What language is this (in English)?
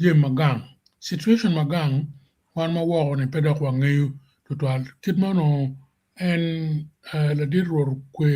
Acoli